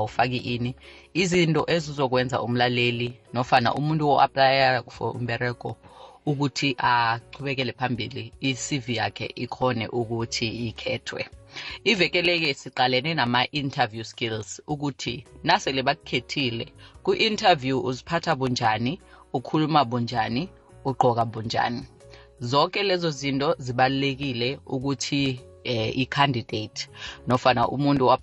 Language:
South Ndebele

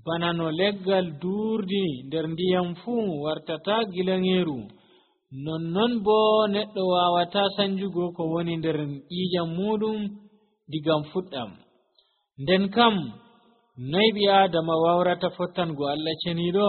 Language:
Nigerian Fulfulde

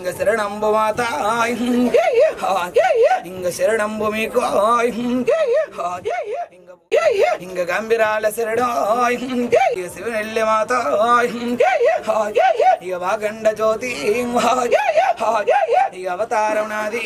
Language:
Telugu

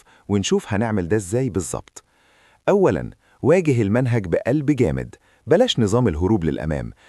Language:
Egyptian Arabic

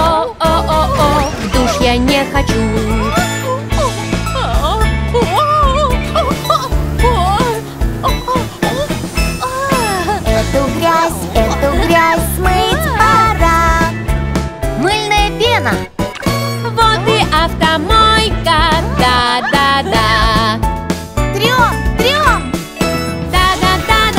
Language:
Russian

